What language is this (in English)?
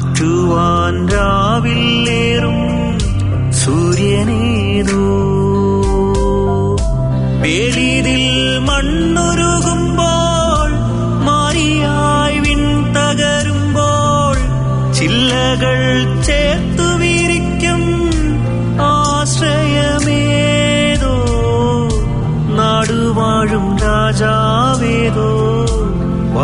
Malayalam